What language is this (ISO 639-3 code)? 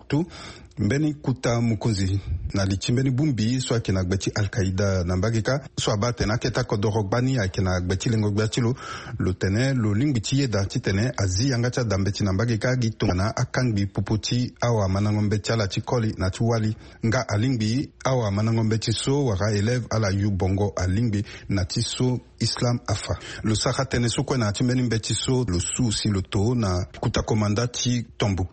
sag